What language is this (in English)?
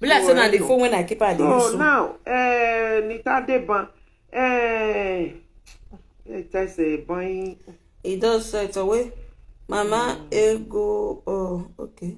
Nigerian Pidgin